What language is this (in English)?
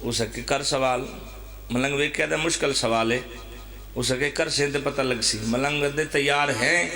Pahari-Potwari